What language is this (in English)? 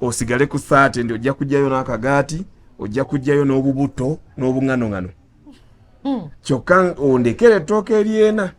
Ganda